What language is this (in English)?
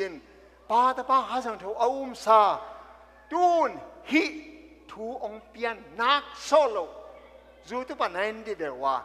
Tedim Chin